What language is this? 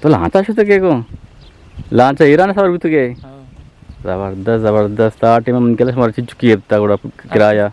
Eastern Balochi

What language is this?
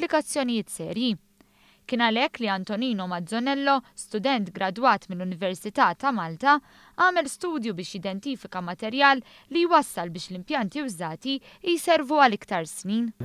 Maltese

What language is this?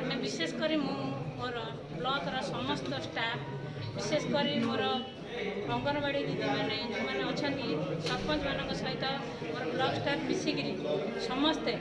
Odia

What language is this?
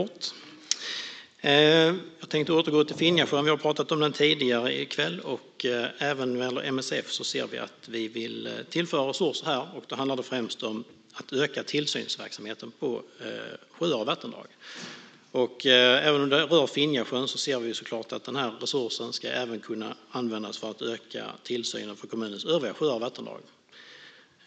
Swedish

